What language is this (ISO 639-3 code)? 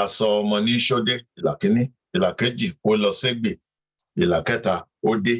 yor